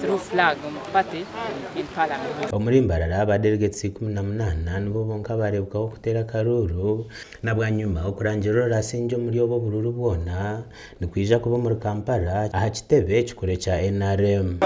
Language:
Nyankole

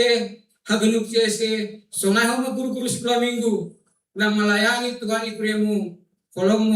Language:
Batak Simalungun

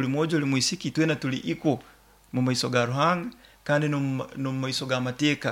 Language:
Nyoro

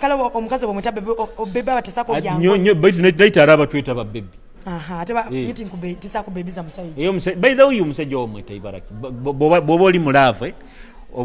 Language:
Nyoro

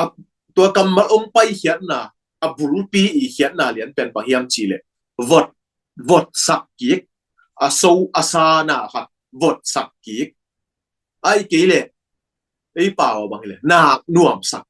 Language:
Tedim Chin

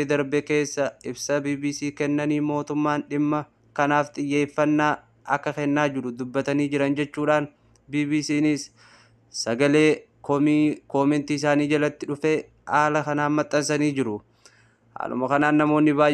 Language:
Oromo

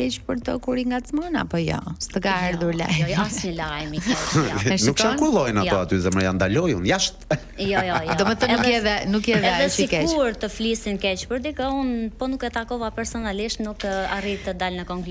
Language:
Albanian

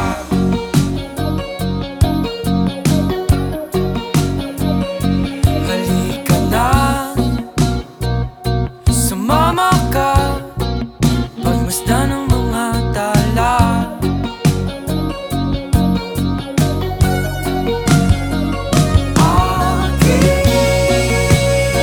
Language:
Filipino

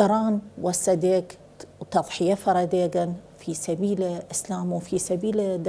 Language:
Southern Kurdish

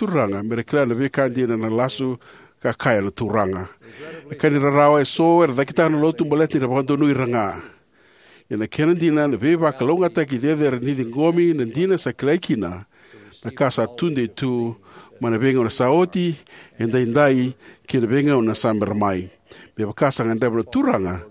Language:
Fijian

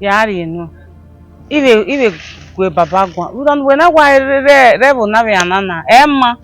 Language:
Bini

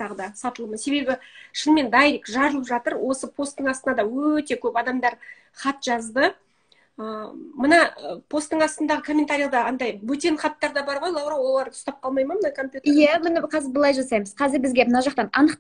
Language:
Kazakh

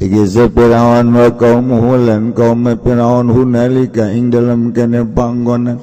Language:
Sundanese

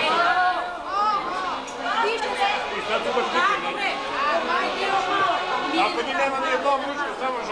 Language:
Serbian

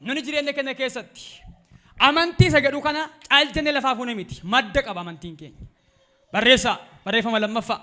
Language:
Oromo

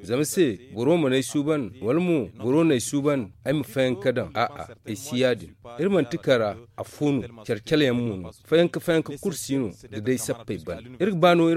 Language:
Zarma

